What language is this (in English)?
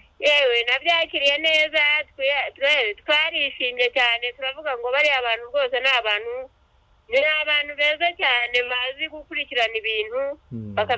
Kinyarwanda